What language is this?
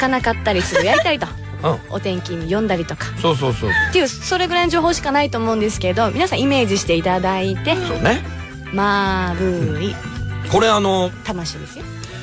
Japanese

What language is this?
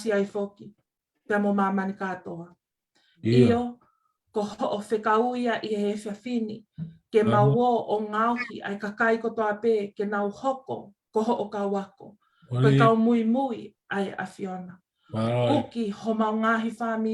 Tongan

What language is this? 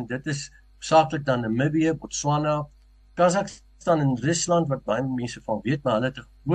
Afrikaans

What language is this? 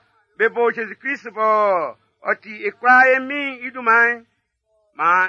Baoulé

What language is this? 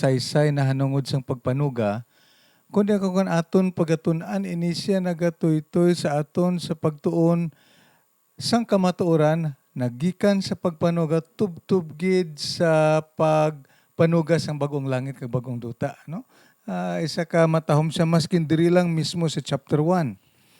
Hiligaynon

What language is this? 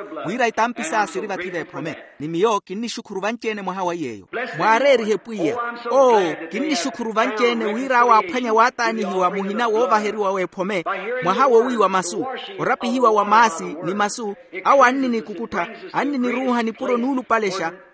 Makhuwa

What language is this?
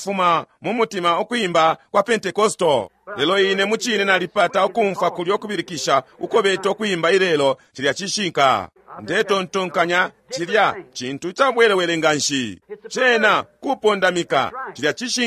Bemba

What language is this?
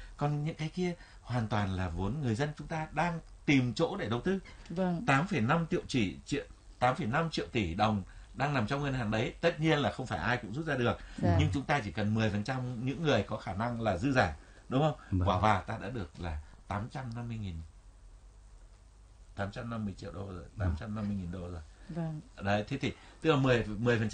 Vietnamese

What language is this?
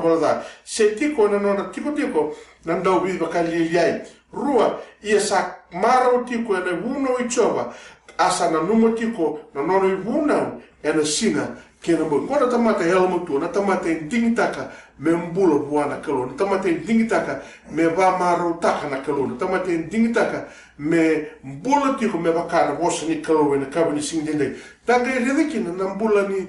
Fijian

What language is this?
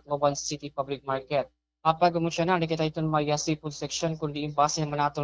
Waray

